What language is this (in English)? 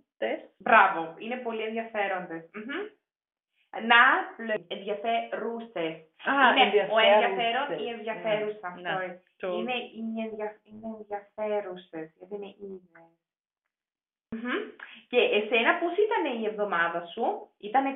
Greek